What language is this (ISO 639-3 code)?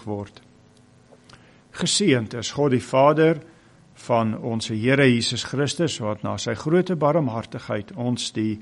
afr